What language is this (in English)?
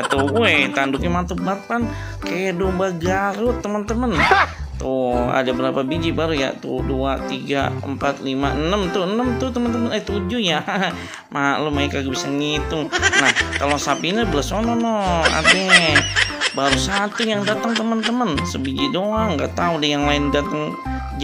Betawi